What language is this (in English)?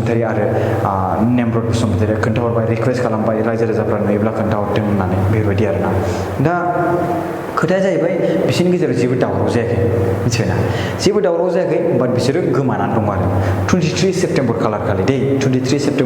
Bodo